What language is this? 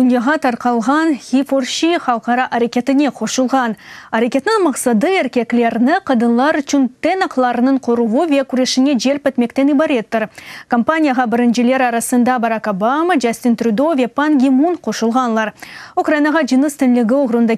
Crimean Tatar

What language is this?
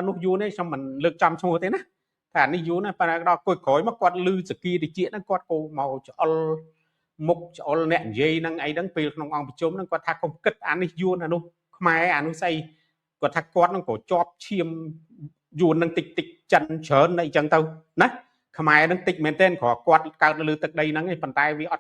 Khmer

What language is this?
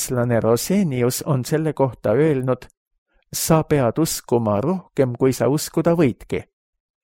Estonian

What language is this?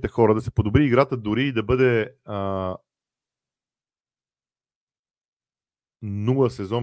Bulgarian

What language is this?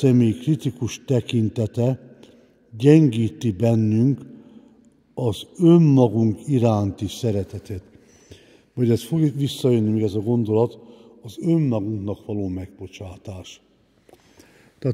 Hungarian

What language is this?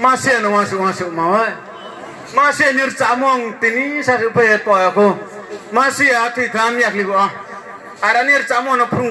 Riang (India)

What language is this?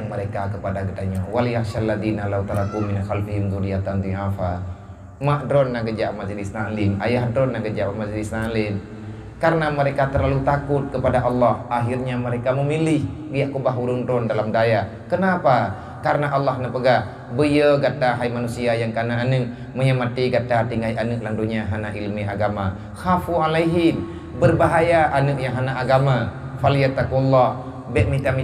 Achinese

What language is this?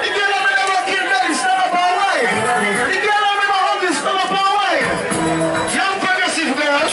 Jamaican Creole English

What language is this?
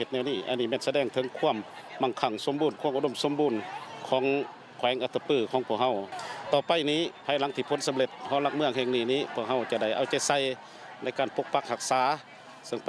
Lao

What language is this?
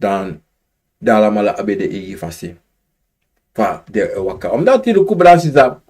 Sranan Tongo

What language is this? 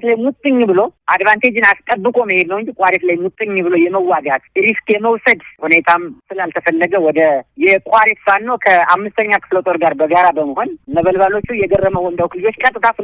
Amharic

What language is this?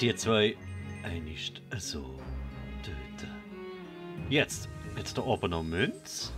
Swiss German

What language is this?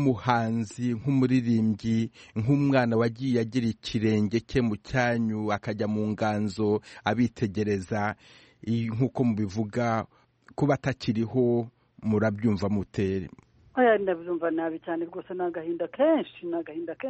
Kinyarwanda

